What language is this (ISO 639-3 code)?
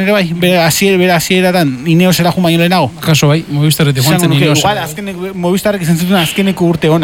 eus